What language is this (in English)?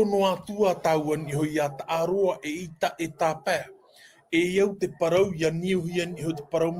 Tahitian